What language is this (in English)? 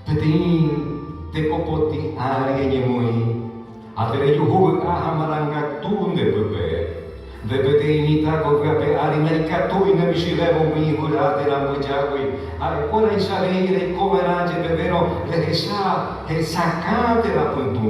Guarani